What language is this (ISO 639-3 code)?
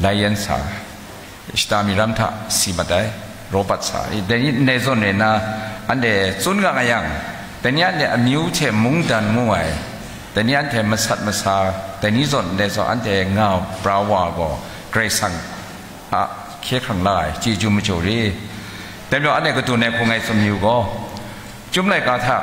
kac